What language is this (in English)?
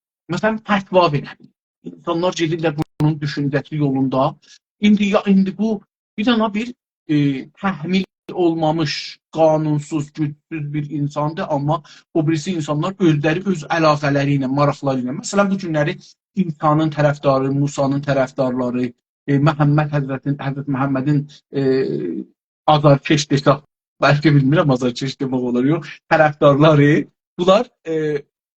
South Azerbaijani